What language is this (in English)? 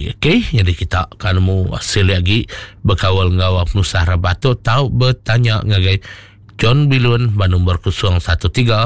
Iban